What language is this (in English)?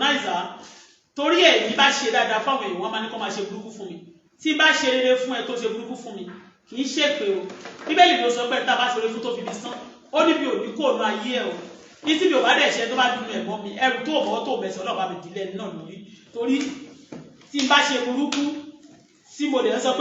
Yoruba